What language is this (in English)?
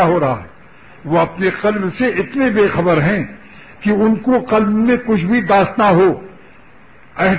Urdu